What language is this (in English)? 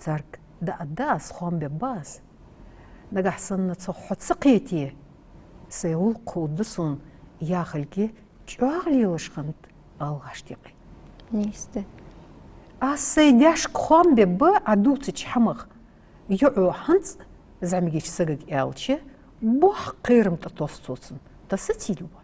Ingush